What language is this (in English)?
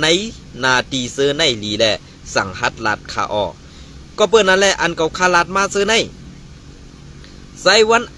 Shan